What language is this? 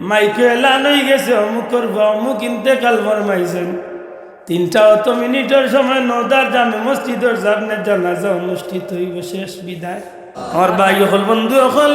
Sylheti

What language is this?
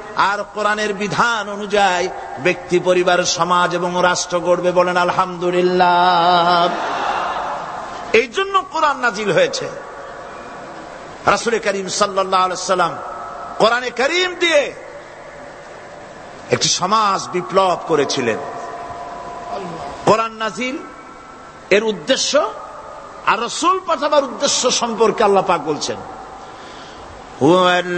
Bangla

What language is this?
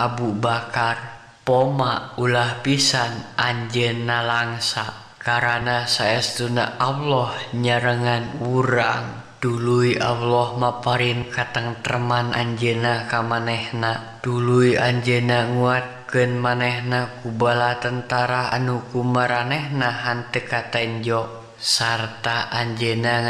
Sundanese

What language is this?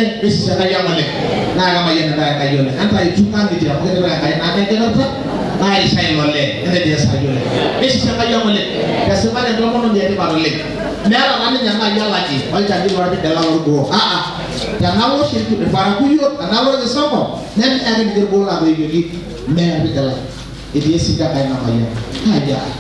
Masai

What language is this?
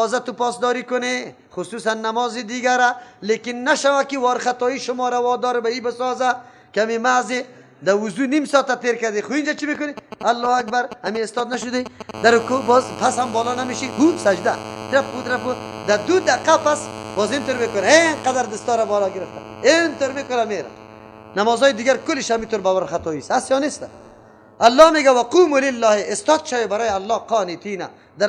Persian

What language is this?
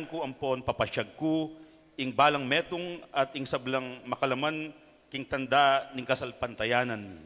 Pampanga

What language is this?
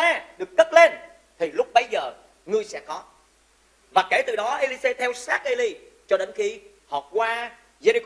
Vietnamese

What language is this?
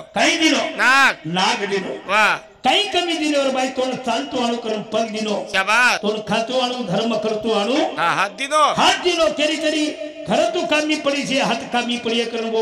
Lambadi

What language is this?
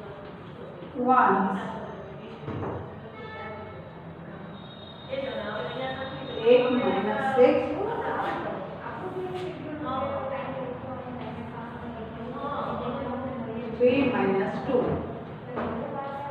Hindi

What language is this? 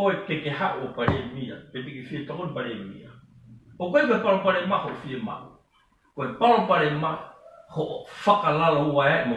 Tongan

